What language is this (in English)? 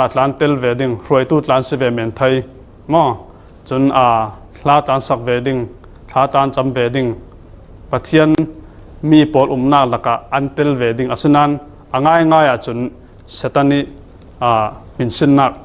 Falam Chin